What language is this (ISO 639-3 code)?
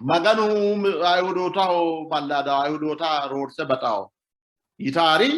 sid